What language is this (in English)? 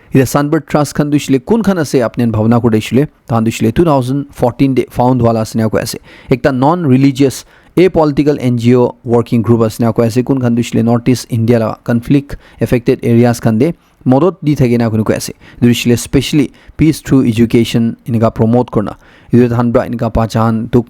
Naga Pidgin